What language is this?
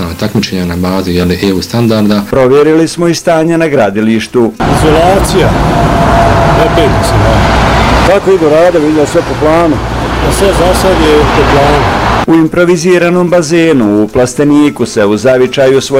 Bosnian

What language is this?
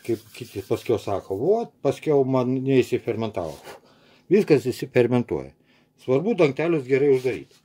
Lithuanian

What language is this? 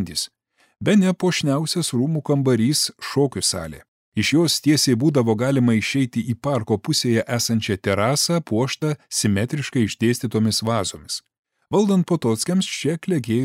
Lithuanian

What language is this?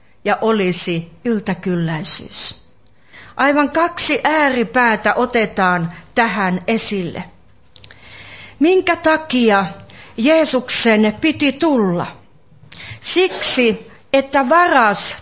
Finnish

